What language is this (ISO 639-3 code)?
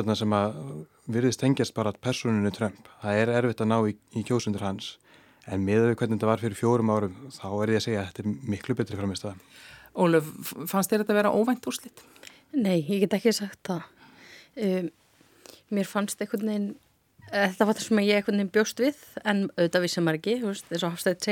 isl